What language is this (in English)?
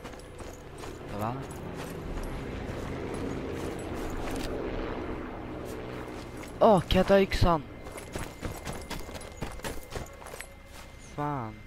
Swedish